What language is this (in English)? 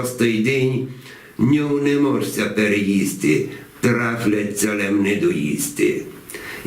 Rusyn